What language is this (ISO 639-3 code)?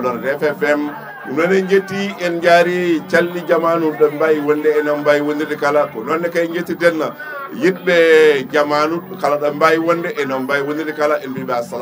ful